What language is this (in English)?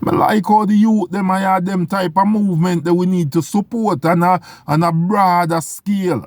Jamaican Creole English